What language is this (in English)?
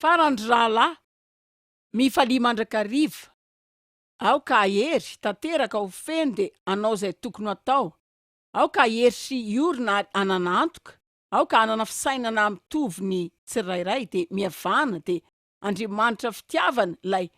Malagasy